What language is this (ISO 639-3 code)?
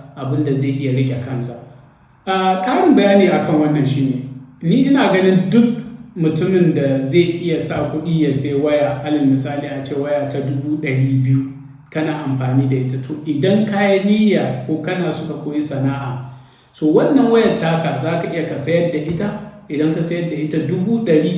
hau